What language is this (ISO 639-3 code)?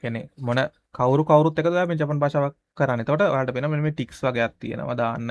sin